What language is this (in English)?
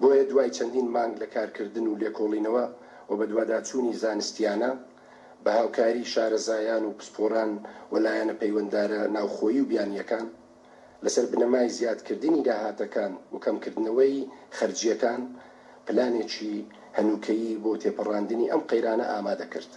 Central Kurdish